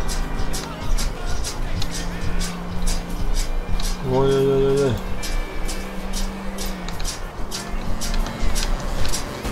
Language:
Russian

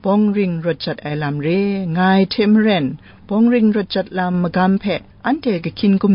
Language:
Kachin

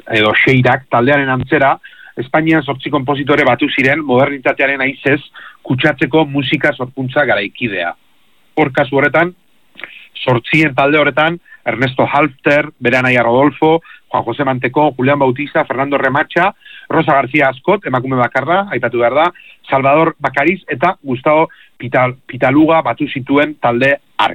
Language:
Basque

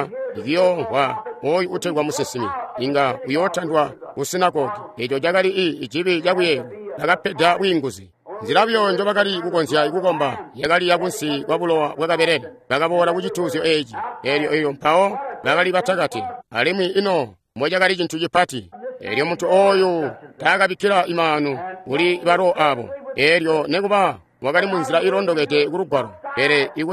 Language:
Tonga (Zambia)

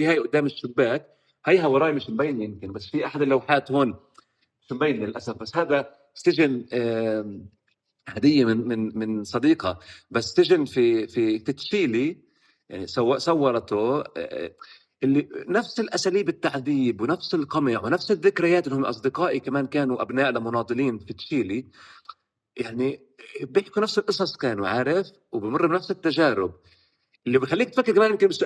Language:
North Levantine Arabic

